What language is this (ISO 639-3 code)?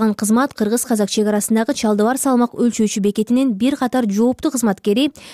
kir